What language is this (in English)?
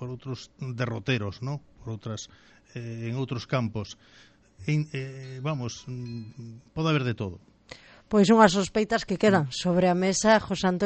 Galician